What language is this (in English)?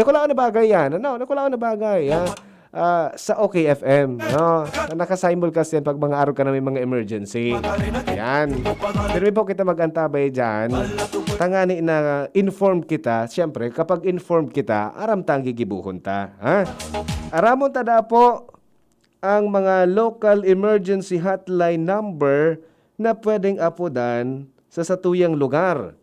Bikol